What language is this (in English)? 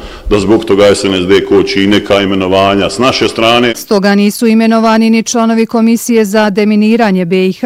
Bosnian